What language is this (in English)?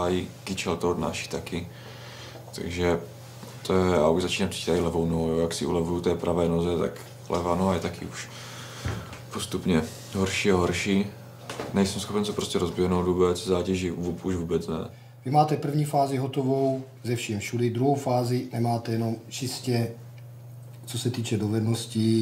Czech